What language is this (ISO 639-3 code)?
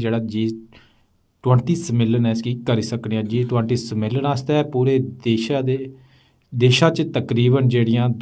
doi